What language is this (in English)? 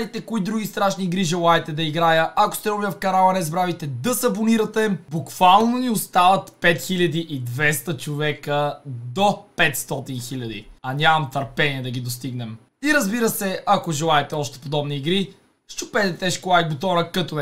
Bulgarian